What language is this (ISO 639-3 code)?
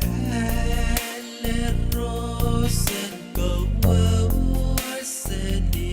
pon